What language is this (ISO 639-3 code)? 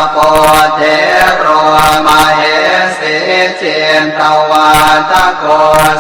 pli